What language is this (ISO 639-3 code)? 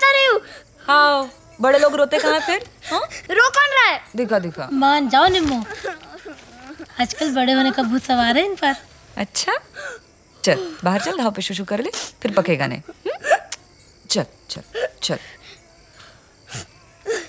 hin